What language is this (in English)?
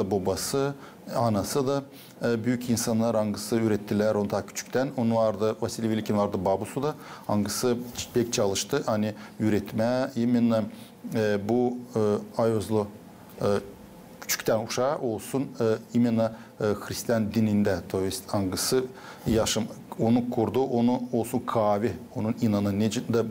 Gagauz